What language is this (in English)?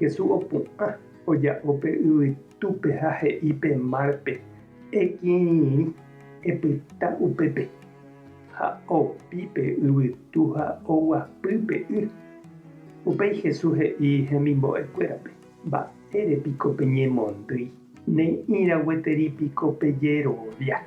Guarani